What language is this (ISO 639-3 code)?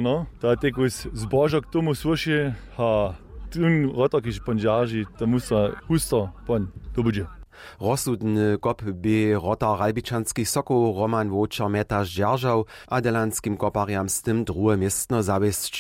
hsb